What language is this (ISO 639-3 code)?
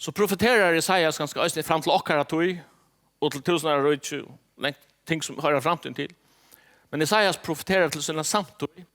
fao